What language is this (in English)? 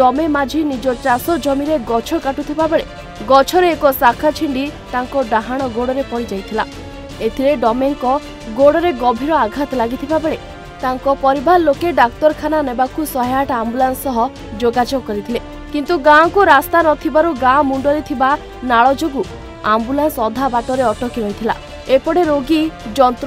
Odia